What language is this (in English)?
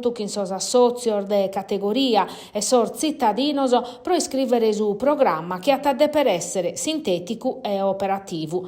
Sardinian